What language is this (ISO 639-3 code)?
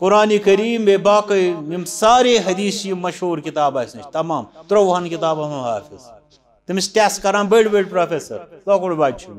kas